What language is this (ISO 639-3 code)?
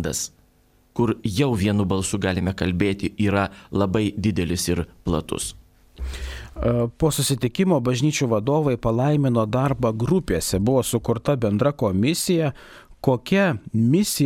lit